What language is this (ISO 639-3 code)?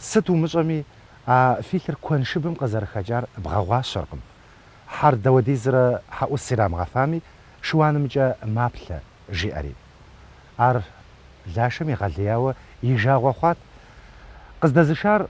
kbd